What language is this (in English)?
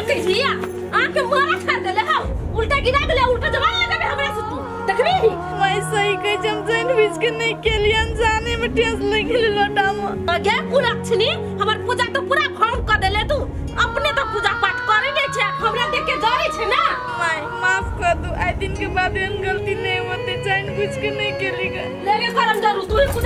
Maithili